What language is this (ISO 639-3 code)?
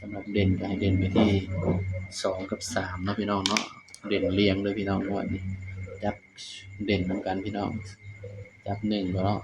tts